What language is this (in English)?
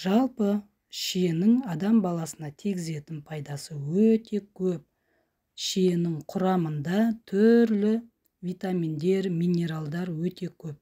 Kazakh